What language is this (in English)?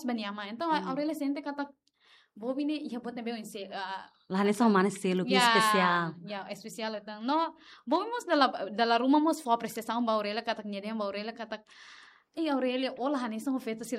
Tetum